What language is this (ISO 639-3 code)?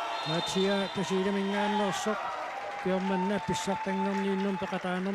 kal